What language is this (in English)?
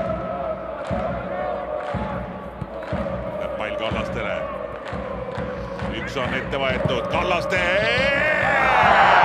Estonian